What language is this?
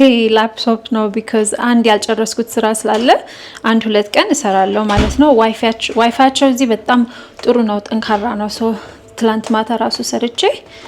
Amharic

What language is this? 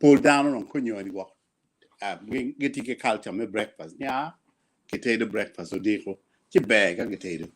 Acoli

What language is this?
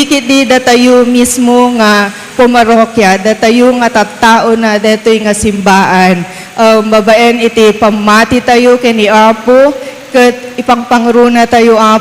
Iloko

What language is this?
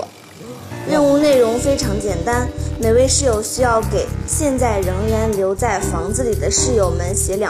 Chinese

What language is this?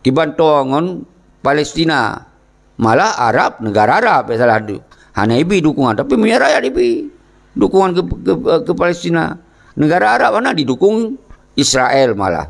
Achinese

